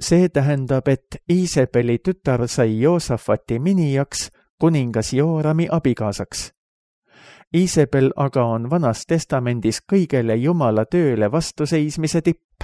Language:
Estonian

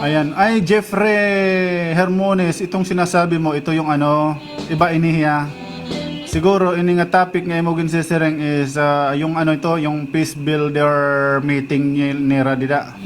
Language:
Waray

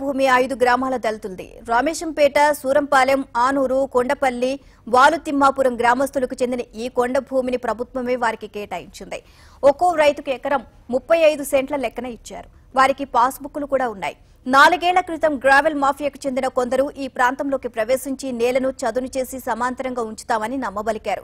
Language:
Telugu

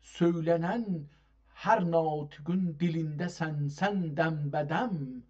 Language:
South Azerbaijani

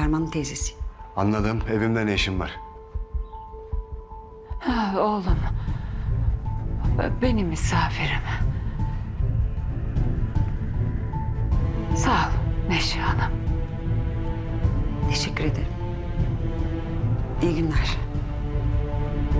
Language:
Turkish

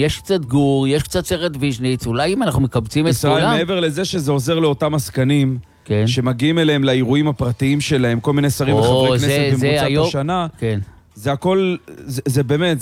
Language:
Hebrew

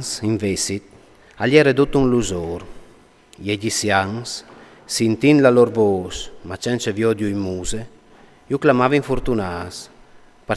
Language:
Friulian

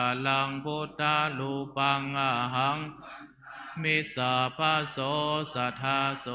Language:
Pali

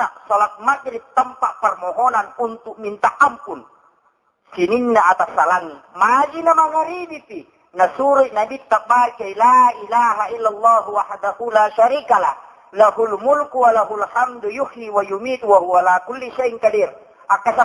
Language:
Buginese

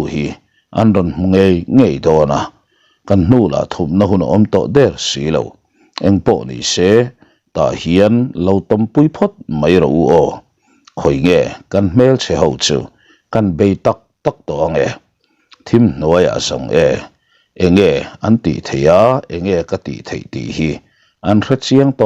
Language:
Mizo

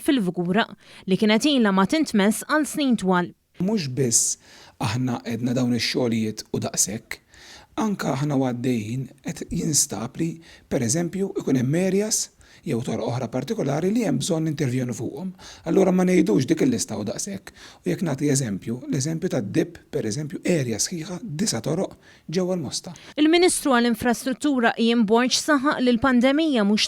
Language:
Maltese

